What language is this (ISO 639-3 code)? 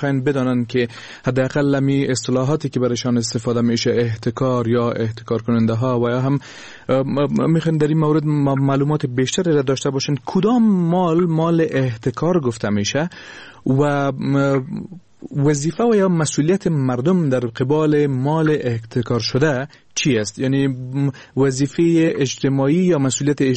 fas